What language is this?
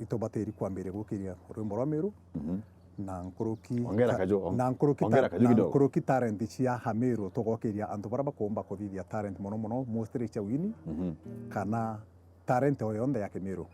Meru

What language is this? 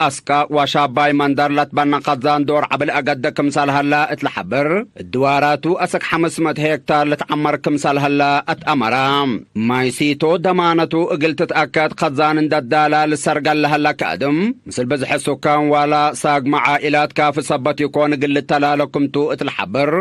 Tigre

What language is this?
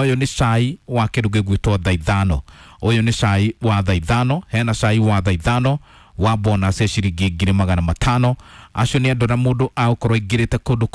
Kikuyu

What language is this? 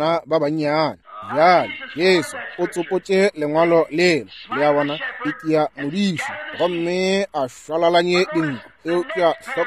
Northern Sotho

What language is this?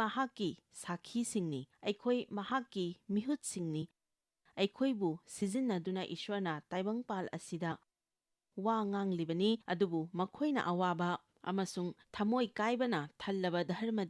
Manipuri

